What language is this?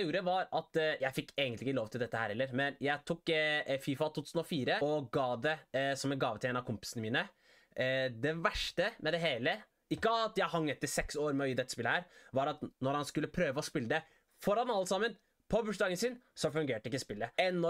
Norwegian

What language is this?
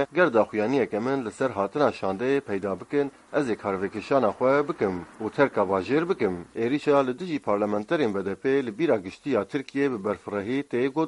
Kurdish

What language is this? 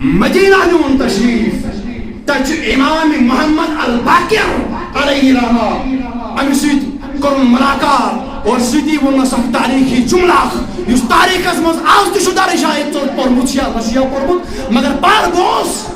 Kashmiri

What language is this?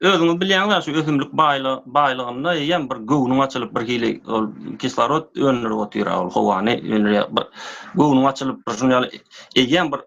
Turkmen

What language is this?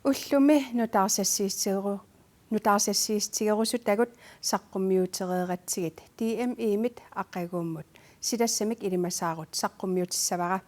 Kalaallisut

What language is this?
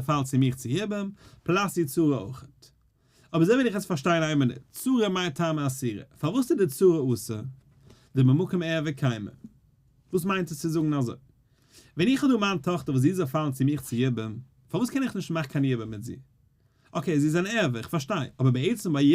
Yiddish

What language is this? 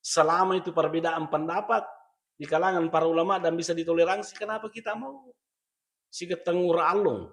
Buginese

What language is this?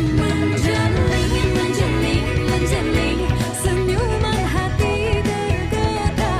Musi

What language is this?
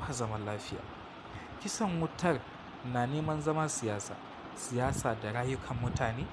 Hausa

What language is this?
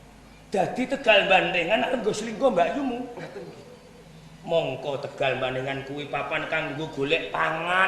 Javanese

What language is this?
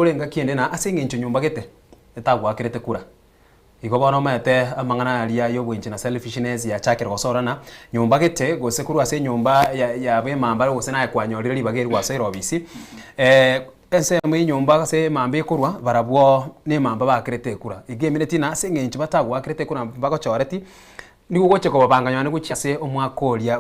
Gusii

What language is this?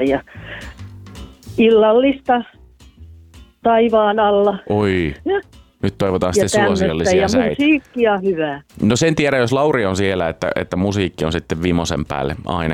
Finnish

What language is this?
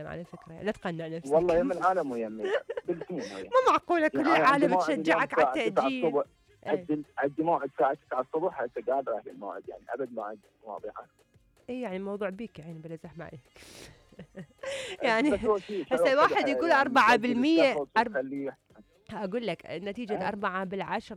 Mesopotamian Arabic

